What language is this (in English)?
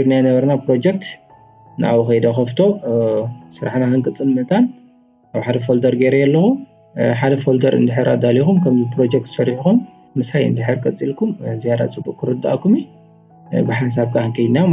Tigrinya